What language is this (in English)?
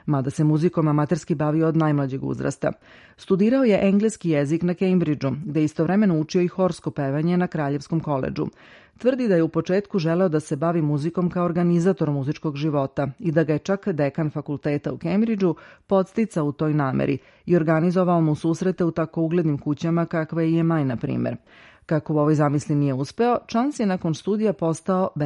Serbian